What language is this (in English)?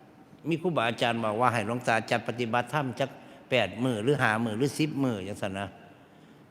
Northeastern Thai